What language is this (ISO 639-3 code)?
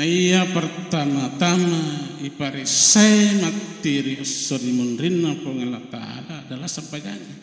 bug